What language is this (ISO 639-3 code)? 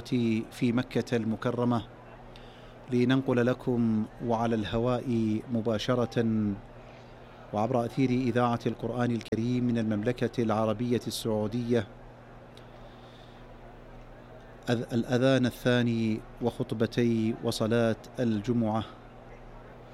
ara